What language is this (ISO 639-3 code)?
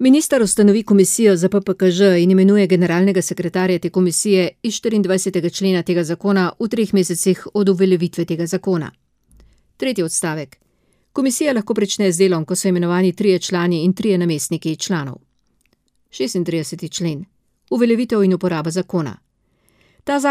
slv